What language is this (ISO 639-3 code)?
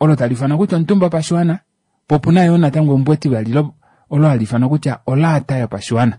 kua